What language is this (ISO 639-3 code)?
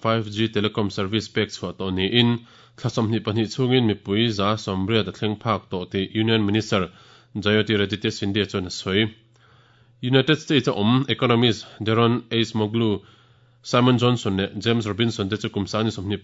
lus